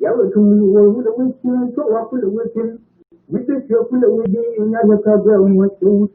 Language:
Nuer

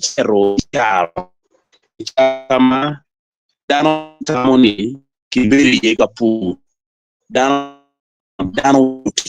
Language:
Acoli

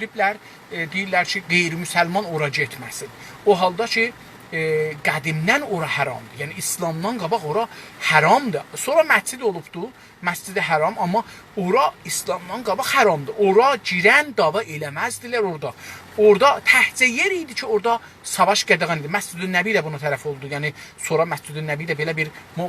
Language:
South Azerbaijani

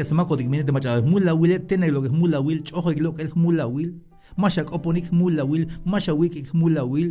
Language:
Tzeltal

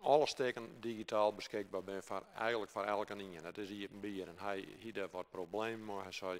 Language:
Western Frisian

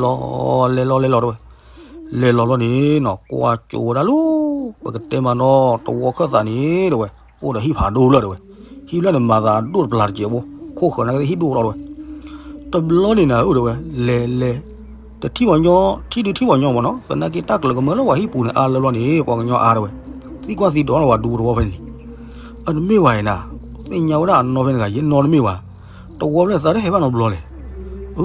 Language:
S'gaw Karen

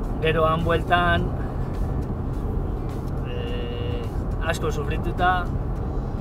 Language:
Basque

